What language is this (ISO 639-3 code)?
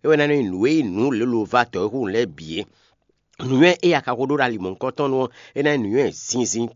fon